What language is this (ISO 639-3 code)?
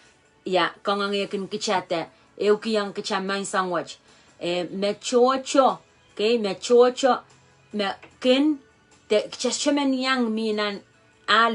pon